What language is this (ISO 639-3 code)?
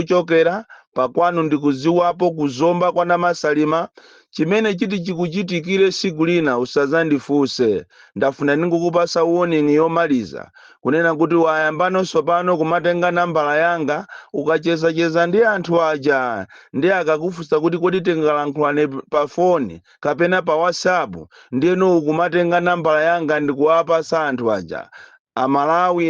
nya